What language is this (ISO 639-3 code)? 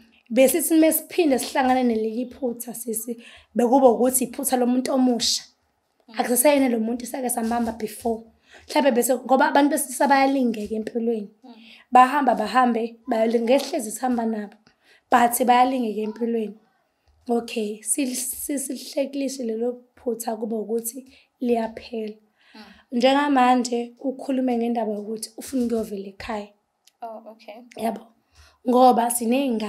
zul